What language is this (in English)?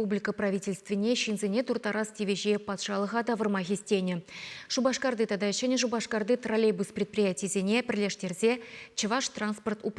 Chuvash